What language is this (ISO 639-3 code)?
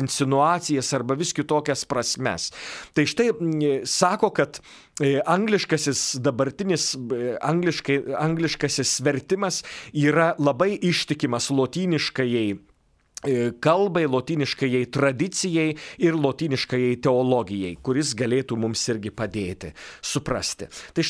lit